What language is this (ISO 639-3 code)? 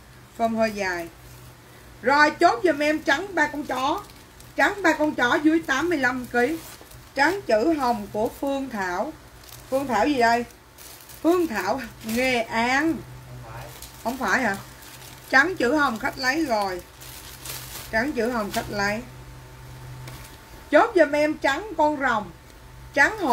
vie